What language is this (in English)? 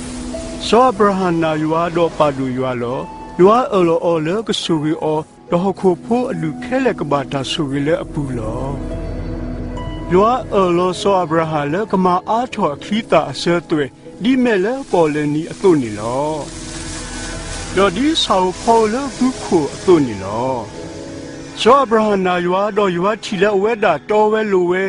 S'gaw Karen